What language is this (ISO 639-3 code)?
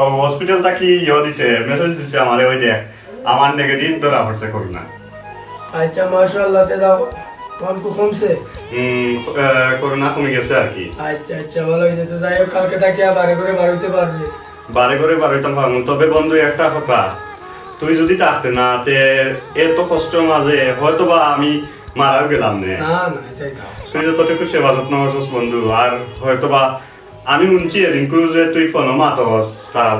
syl